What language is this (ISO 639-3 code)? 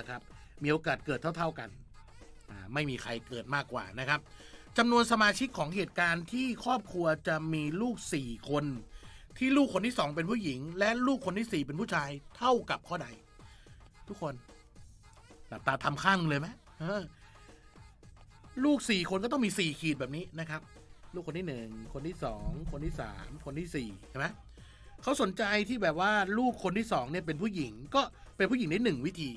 tha